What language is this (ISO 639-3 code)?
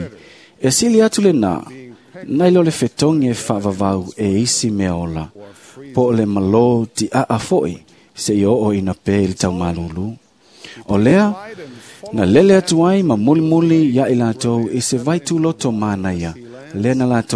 smo